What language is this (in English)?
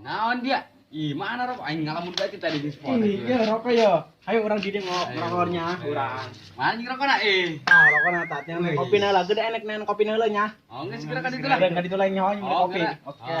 Sundanese